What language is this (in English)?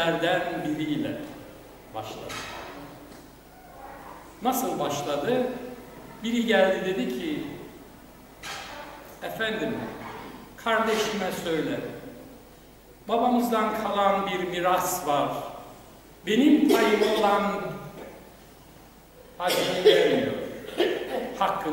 Turkish